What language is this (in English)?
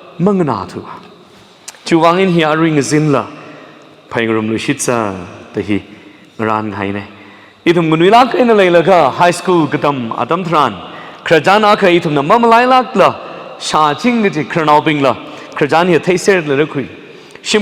Tangkhul Naga (India)